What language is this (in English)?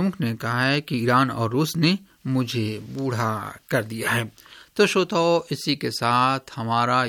Hindi